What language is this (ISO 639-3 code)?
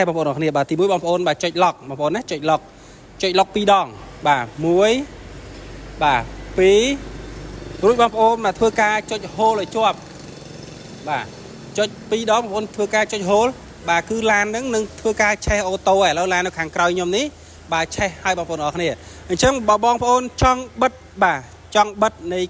khm